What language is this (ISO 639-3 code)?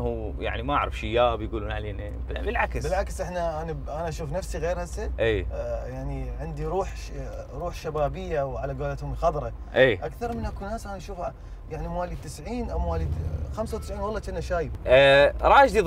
acm